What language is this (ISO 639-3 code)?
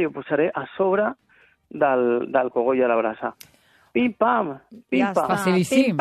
cat